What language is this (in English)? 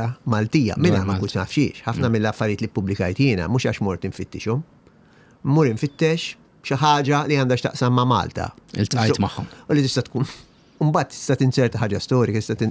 Maltese